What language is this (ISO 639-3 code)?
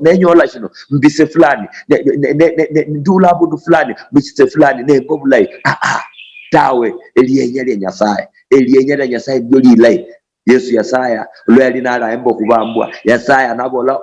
luy